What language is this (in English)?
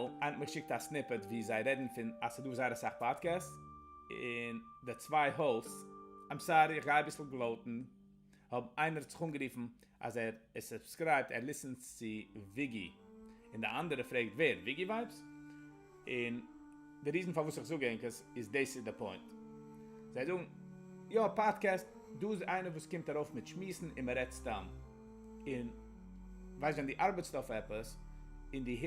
Yiddish